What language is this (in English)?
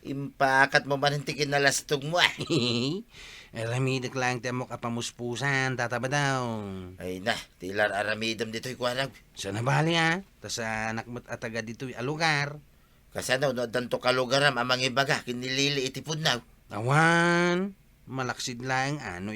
Iloko